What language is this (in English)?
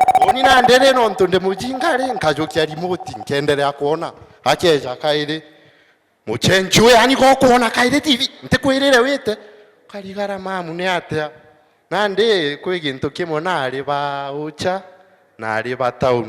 Meru